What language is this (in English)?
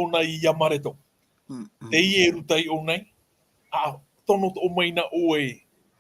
Tahitian